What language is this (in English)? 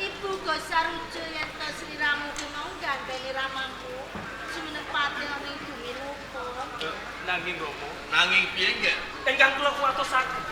Javanese